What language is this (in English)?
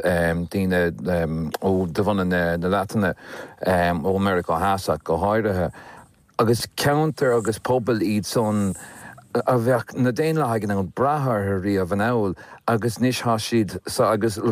Irish